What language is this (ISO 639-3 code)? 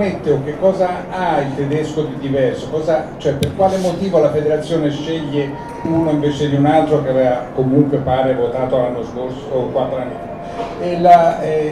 ita